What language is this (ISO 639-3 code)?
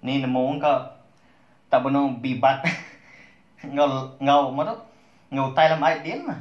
iba